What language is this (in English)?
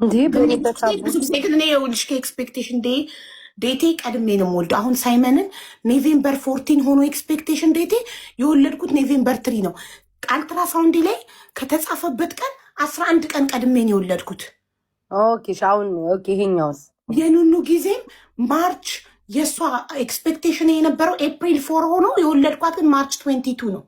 Amharic